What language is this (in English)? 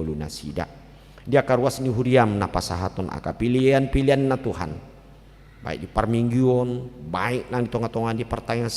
Batak Toba